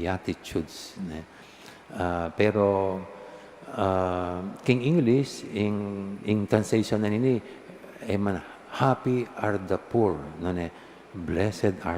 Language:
Pampanga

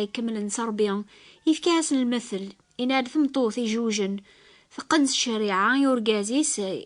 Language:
Kabyle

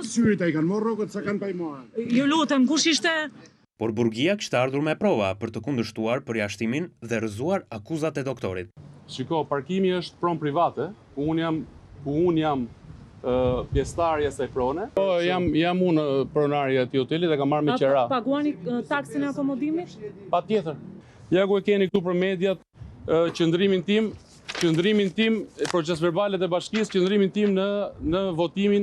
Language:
Albanian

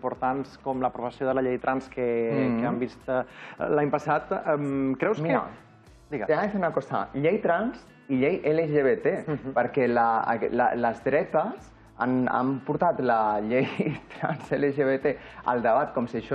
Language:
Catalan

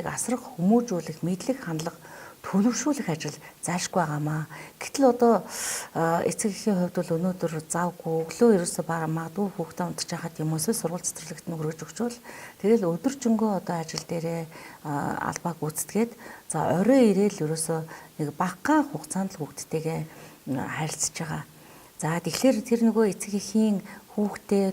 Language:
Mongolian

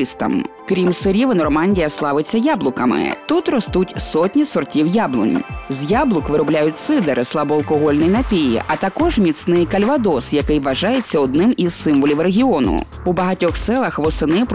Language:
Ukrainian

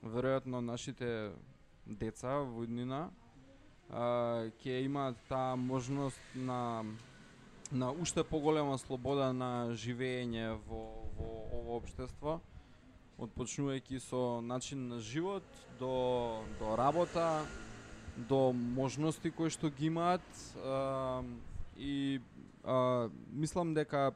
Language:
Macedonian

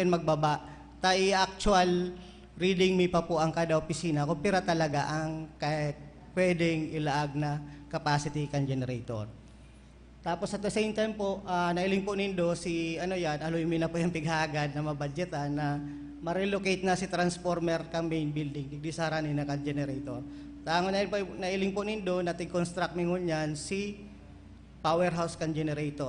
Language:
Bikol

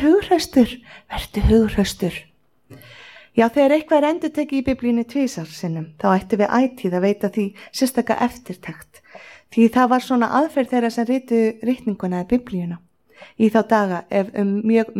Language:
Icelandic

